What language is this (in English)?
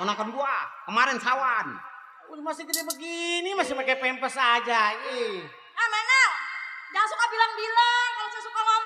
Betawi